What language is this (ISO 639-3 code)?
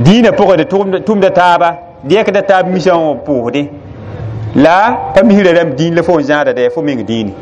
mos